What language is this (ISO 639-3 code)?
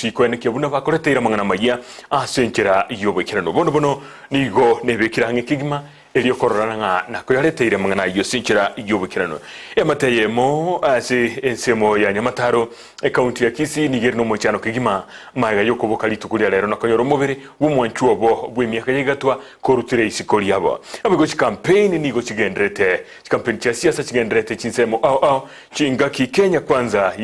guz